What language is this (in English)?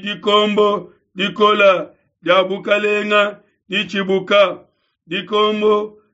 Luba-Lulua